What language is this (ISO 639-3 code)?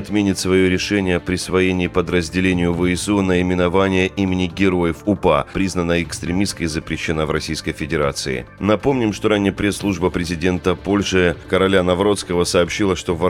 rus